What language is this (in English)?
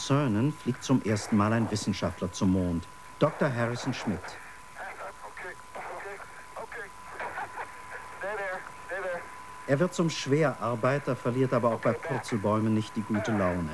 German